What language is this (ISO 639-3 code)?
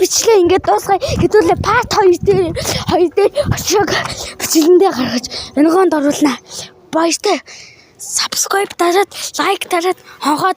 mon